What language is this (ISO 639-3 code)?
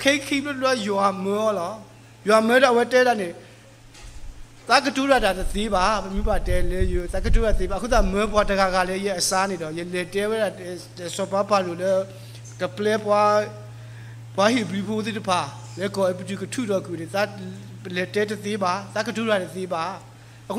ksw